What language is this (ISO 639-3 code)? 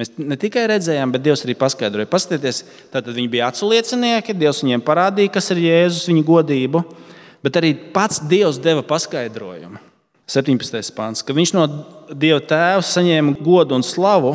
lav